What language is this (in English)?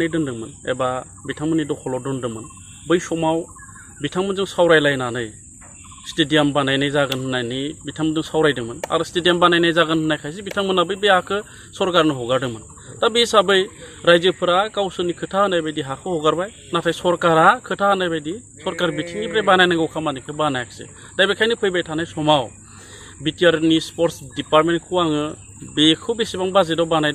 Bodo